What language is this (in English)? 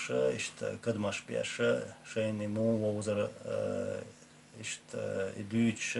Chechen